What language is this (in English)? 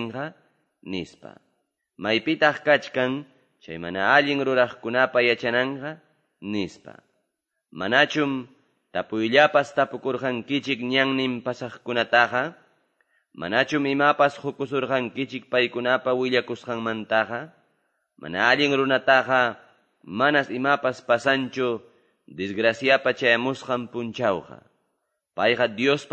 Quechua